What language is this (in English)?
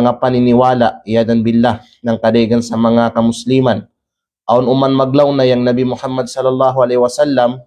Kalagan